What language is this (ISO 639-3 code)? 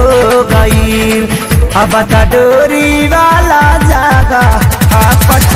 bho